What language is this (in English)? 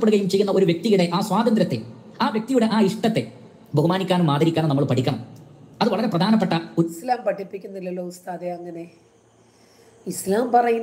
Malayalam